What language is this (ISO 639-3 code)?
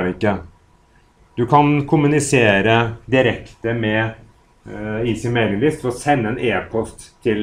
nor